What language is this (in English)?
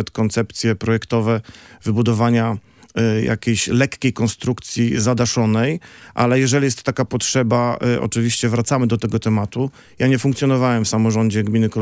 Polish